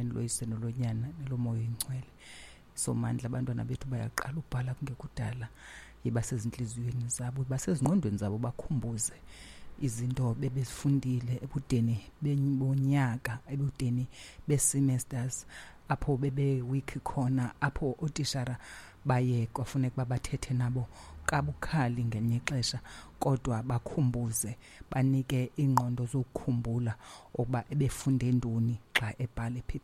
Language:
Xhosa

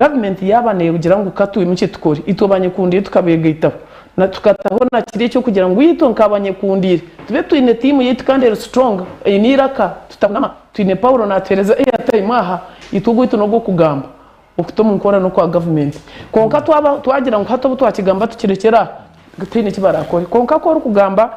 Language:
Nyankole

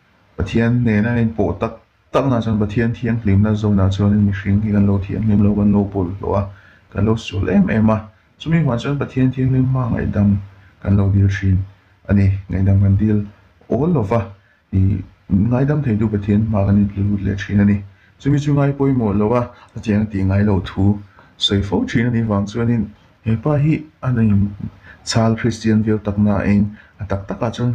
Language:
Mizo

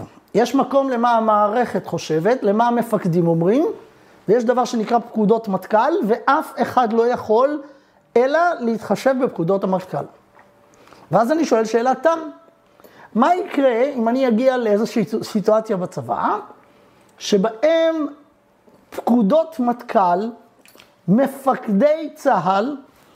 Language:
Hebrew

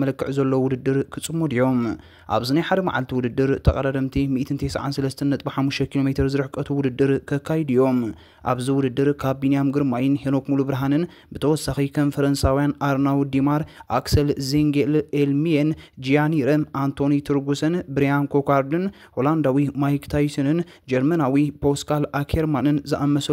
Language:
Tigrinya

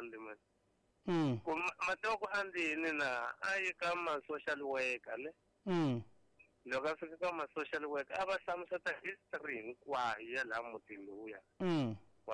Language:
Tsonga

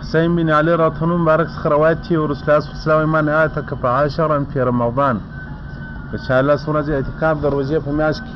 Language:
Pashto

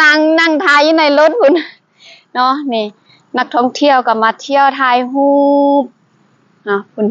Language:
Lao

